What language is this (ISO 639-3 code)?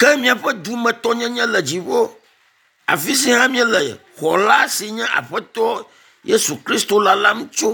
ewe